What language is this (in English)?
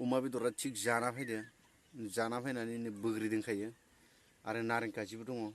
Bodo